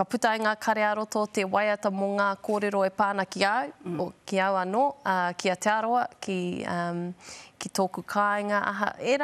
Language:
Māori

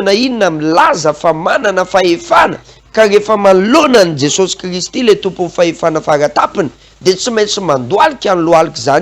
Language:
Malagasy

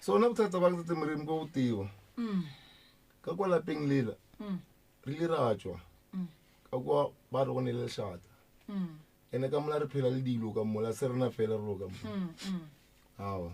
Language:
Northern Sotho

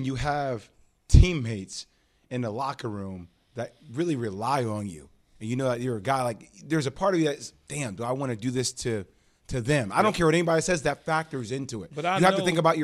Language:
English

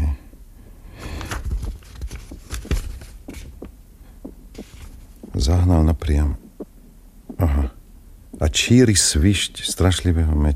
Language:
Slovak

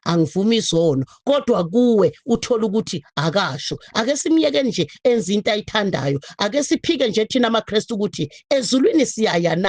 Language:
Zulu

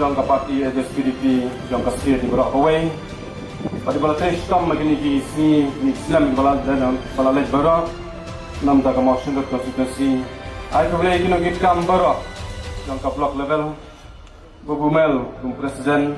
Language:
Khasi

